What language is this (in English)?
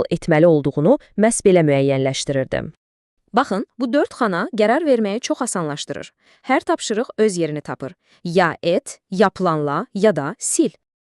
Azerbaijani